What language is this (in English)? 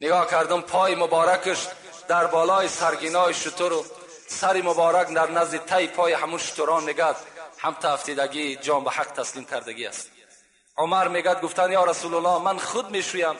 Tajik